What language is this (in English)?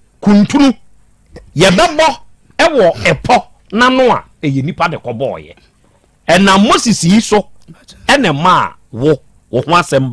Akan